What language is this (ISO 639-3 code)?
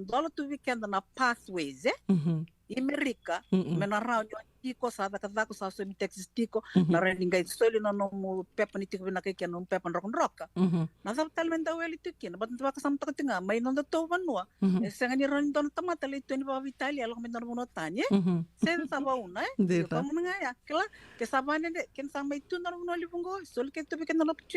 fij